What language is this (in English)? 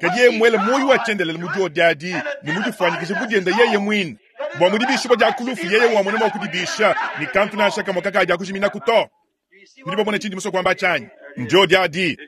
Luba-Lulua